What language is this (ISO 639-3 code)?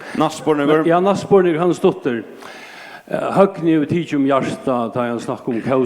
fao